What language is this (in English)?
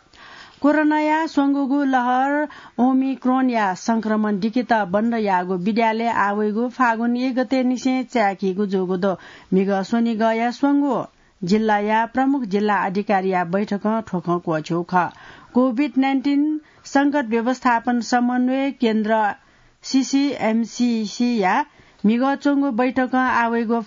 Newari